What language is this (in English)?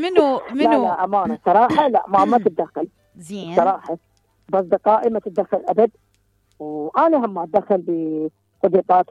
Mesopotamian Arabic